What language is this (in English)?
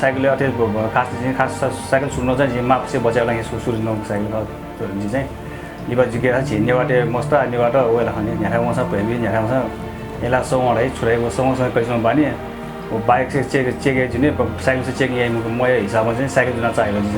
Newari